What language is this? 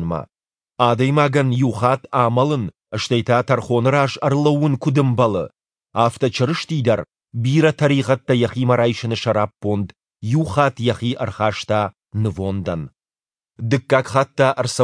Ossetic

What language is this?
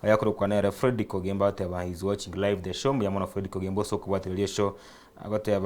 Gusii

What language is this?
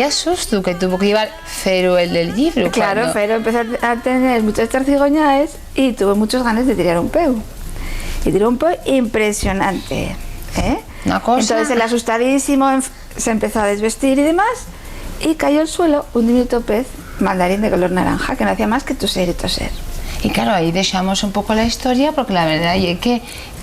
Asturian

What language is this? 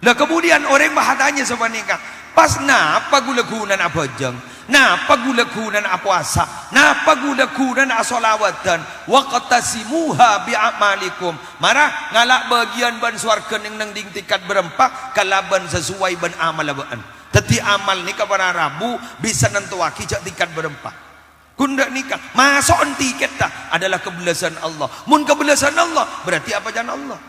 Madurese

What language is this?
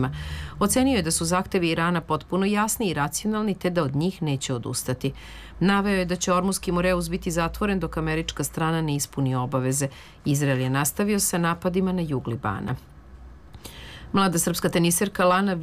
Serbian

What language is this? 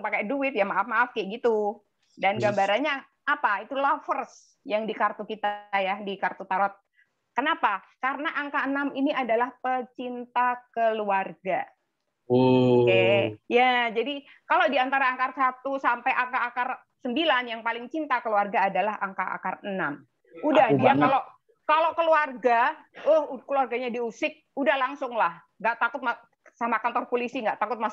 Indonesian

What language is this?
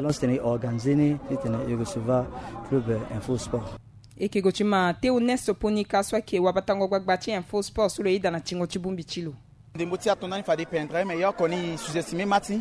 Sango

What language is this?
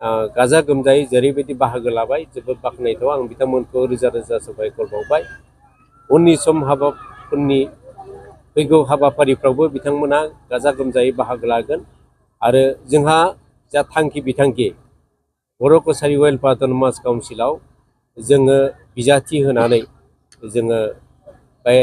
Bodo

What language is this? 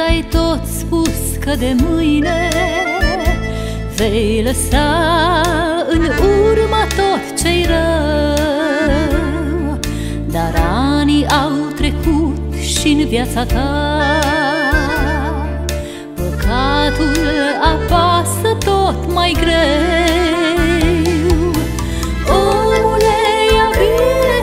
Romanian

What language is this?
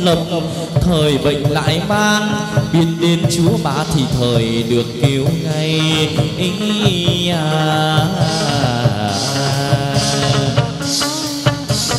Vietnamese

